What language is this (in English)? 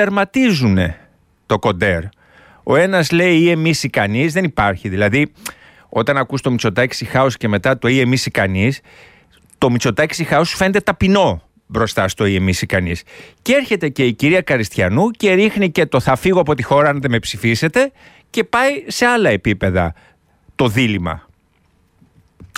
Greek